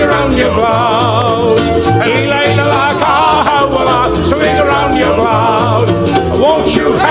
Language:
Hawaiian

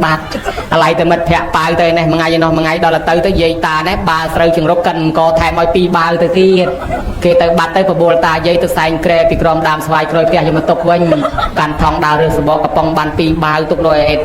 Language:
Khmer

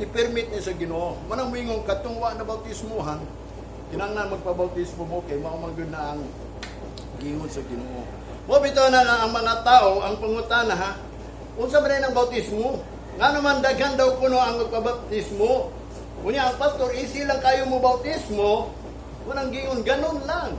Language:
Cebuano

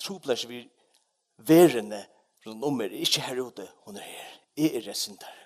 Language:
Faroese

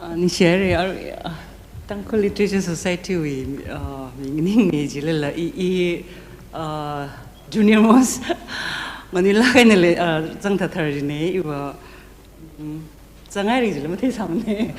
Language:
Tangkhul Naga (India)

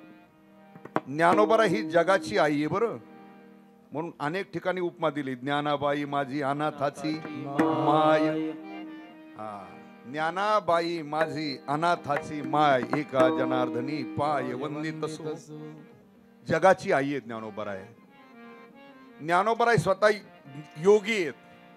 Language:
Marathi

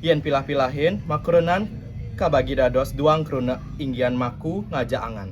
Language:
Balinese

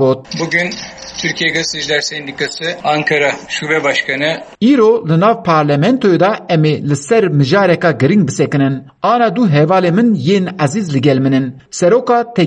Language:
Kurdish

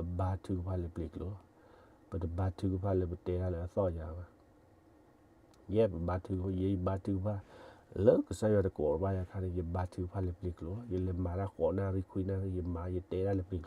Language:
S'gaw Karen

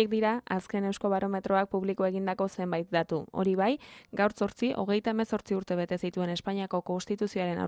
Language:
Basque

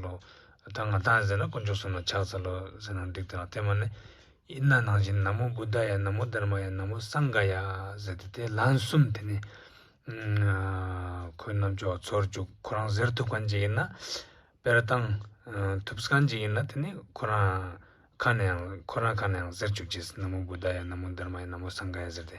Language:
Ladakhi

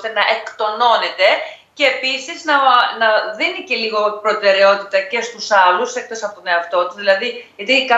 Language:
Greek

